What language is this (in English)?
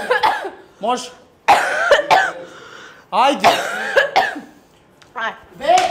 Serbian